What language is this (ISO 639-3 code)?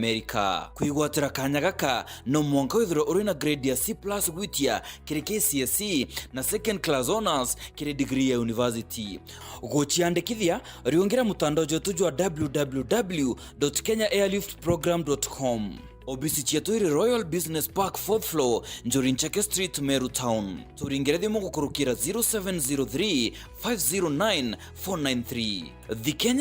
mer